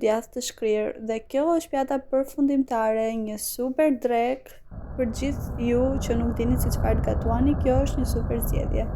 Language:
Albanian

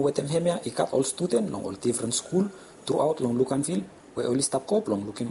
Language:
Bislama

